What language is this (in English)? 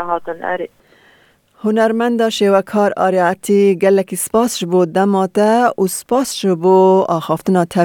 Kurdish